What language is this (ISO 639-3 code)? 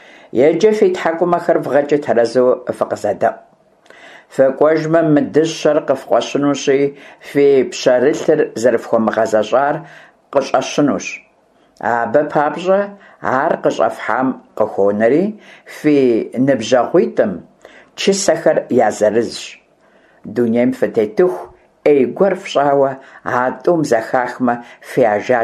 kbd